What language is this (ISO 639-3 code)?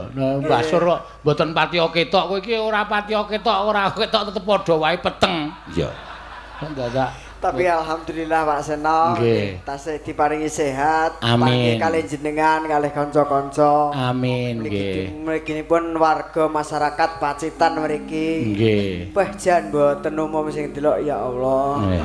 jav